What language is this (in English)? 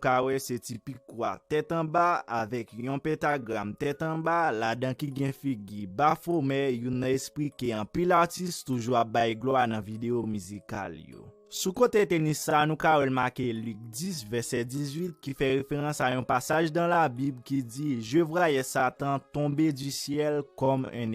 Haitian Creole